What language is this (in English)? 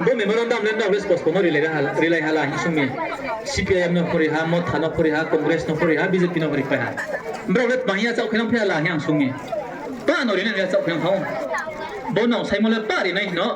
Riang (India)